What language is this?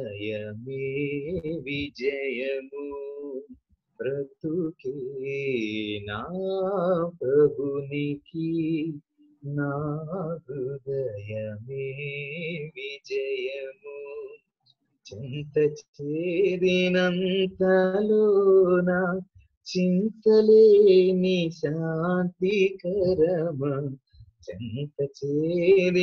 Telugu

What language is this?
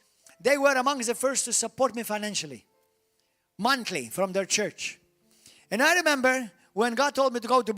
English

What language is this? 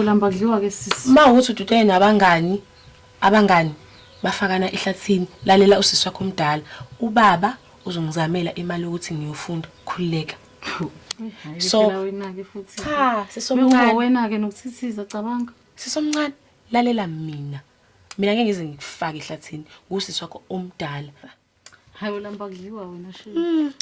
Zulu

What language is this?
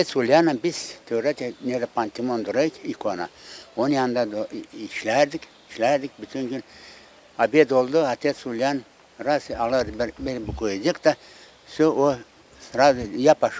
Gagauz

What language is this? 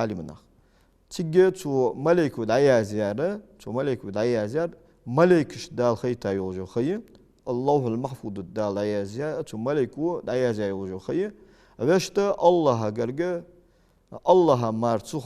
Ingush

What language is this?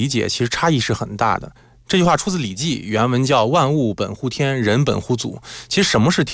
Chinese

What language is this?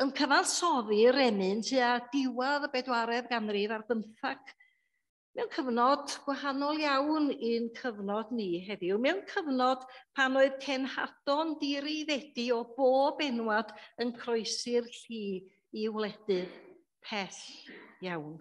Welsh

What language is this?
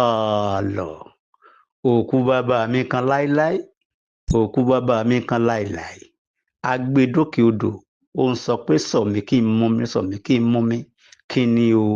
Yoruba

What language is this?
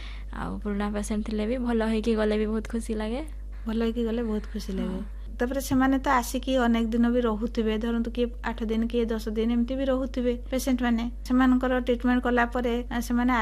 Odia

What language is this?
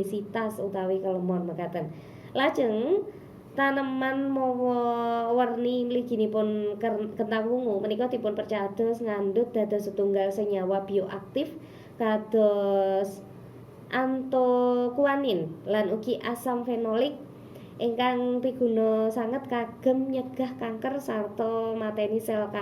Javanese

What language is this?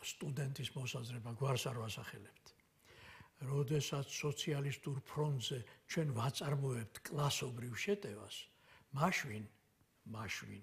Georgian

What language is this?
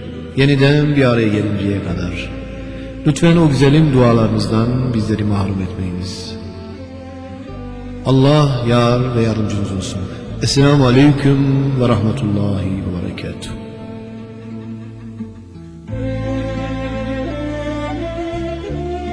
Turkish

